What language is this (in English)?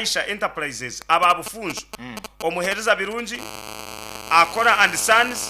Nyankole